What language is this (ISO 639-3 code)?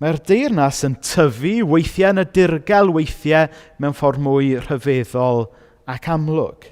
cym